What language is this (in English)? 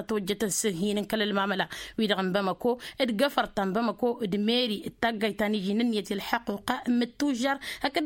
Tamasheq